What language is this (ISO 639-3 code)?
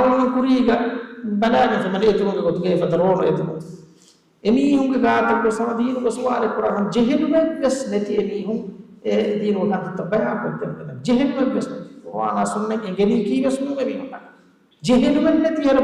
div